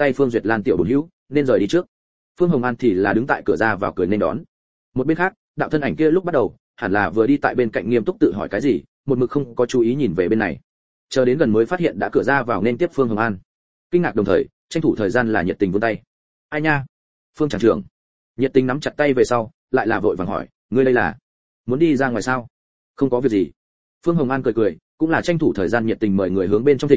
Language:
Vietnamese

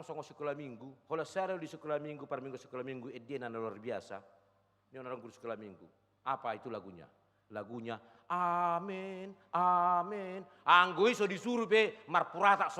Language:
Batak Toba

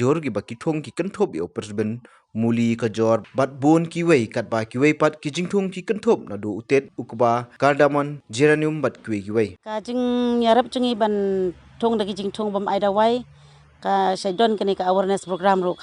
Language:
Khasi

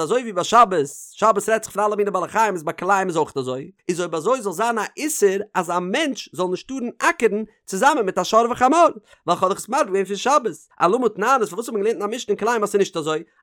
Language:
Yiddish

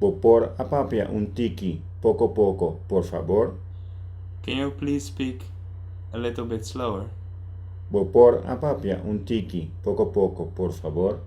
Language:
Papiamento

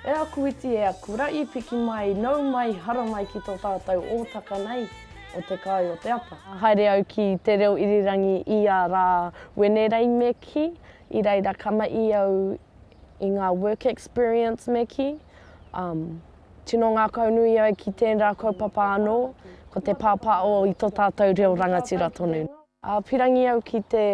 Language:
Māori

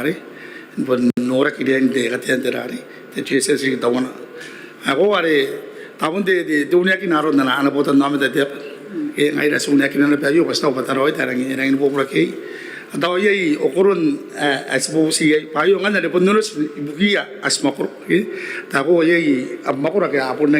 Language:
Gilbertese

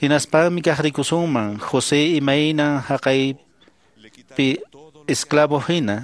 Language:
Quechua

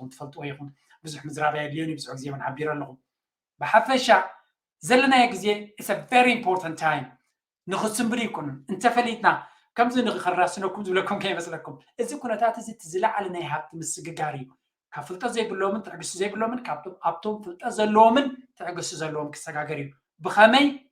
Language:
Tigrinya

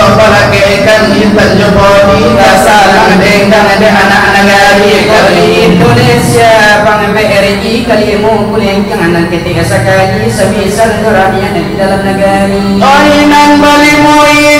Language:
Minangkabau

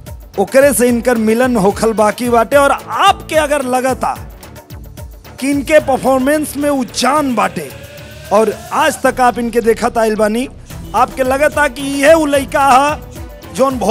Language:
Bhojpuri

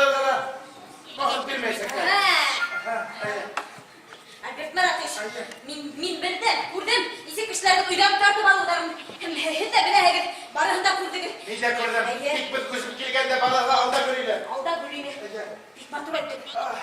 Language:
Bashkir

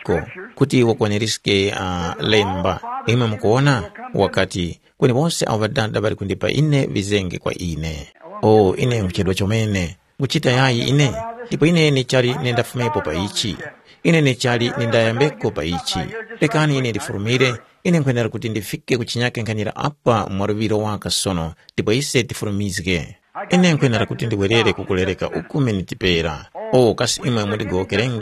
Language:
Tumbuka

